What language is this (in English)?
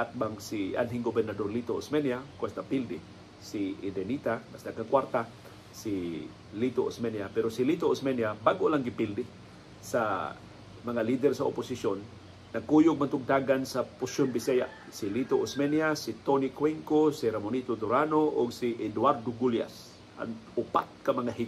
Cebuano